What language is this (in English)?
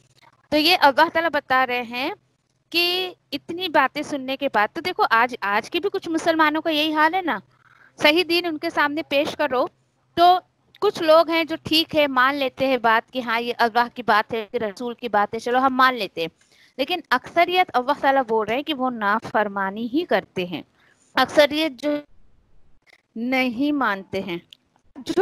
Urdu